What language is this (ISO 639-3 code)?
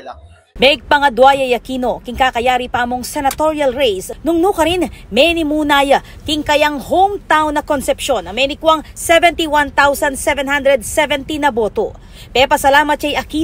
pam